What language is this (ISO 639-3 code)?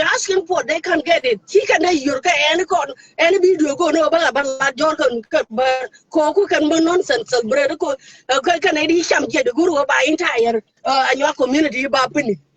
nus